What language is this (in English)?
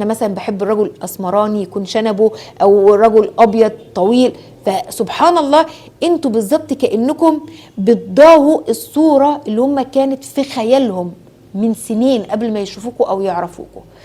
Egyptian Arabic